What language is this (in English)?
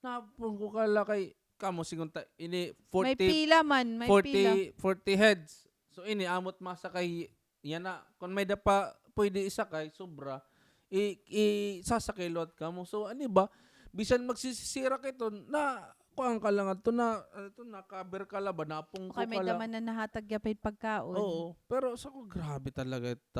Waray